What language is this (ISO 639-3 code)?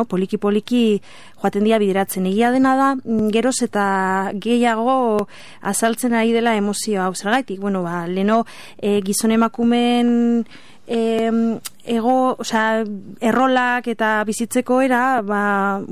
eus